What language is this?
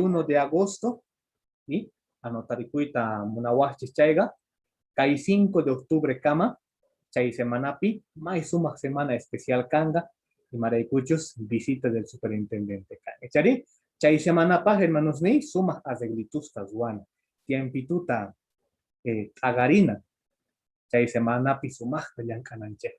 Quechua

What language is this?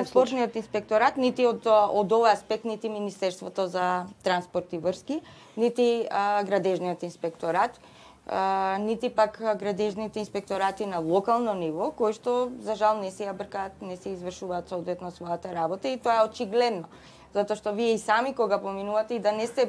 Macedonian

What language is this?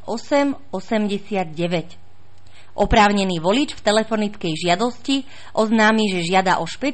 Slovak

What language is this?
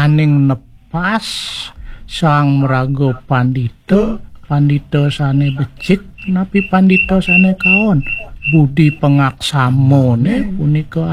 Balinese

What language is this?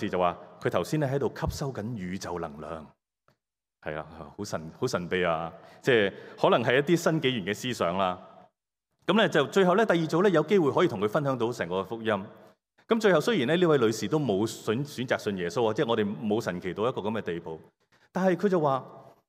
Cantonese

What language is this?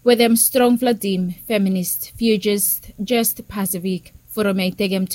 Bislama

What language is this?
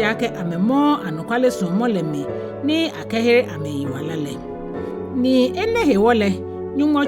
Ga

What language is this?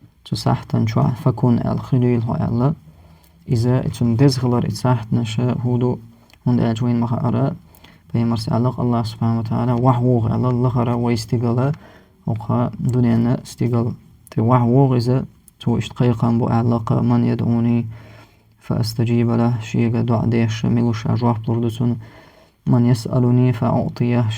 Chechen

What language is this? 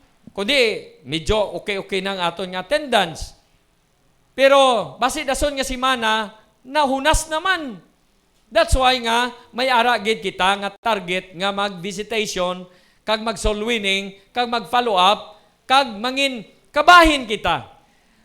Hiligaynon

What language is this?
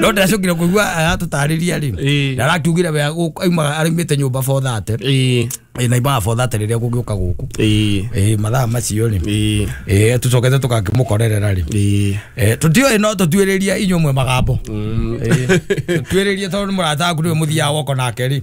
Kikuyu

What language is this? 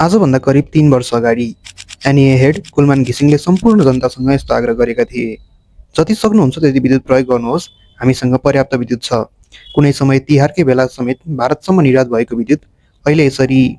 Nepali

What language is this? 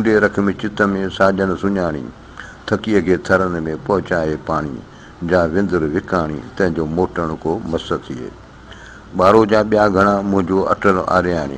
Sindhi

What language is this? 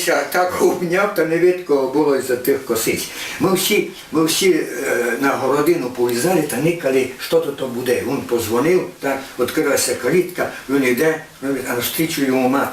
Rusyn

